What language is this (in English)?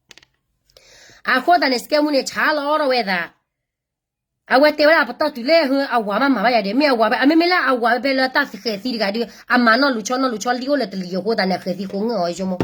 S'gaw Karen